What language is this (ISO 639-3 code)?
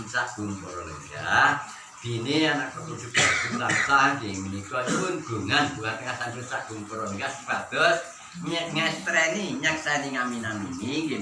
jav